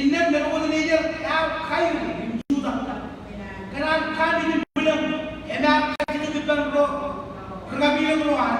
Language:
Marshallese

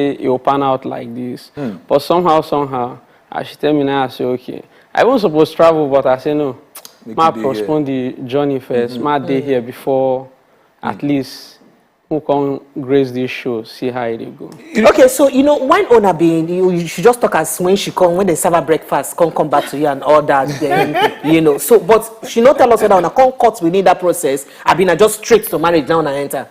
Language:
Nigerian Pidgin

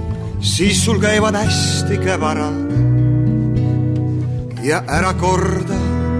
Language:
Estonian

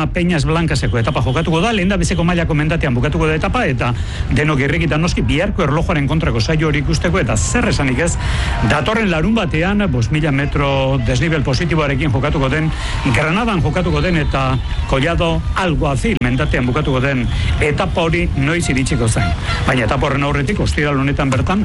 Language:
Basque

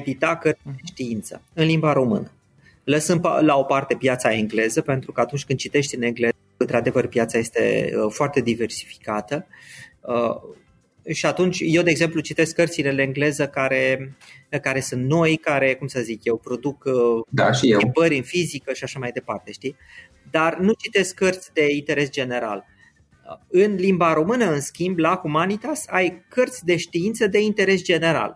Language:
Romanian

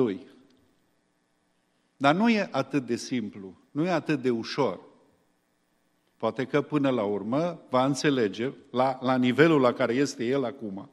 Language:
Romanian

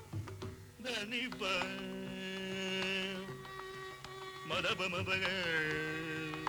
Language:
Telugu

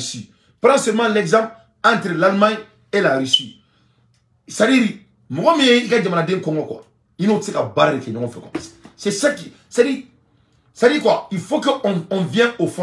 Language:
Bambara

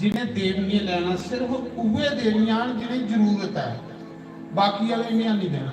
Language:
Dogri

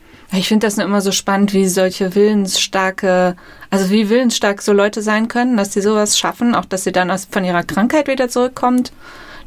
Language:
German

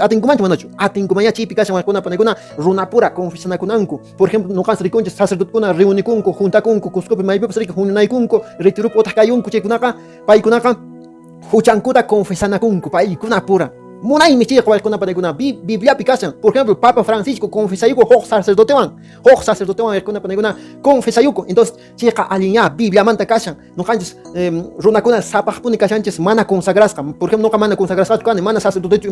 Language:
Quechua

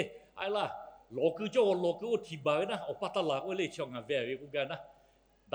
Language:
Lahu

